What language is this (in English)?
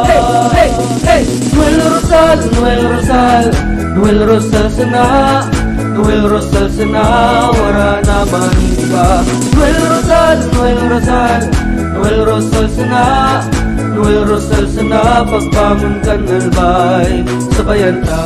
Bikol